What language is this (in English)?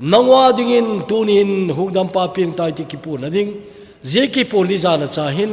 Thado Chin